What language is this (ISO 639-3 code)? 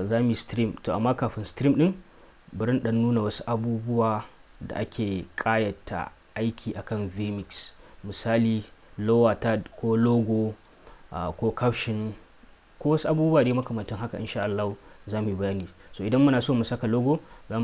hau